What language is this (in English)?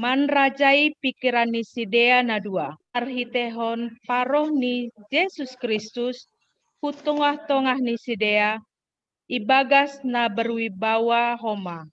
Batak Simalungun